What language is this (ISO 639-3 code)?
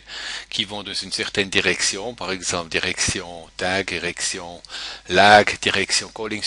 fra